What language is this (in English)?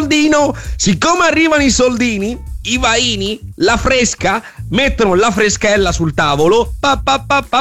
Italian